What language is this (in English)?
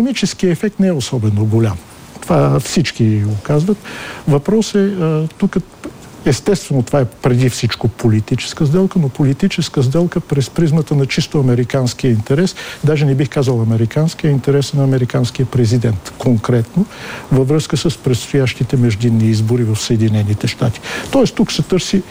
Bulgarian